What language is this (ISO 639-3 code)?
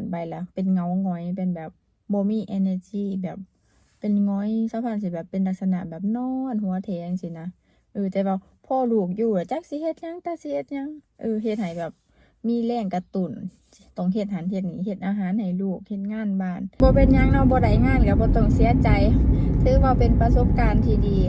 lao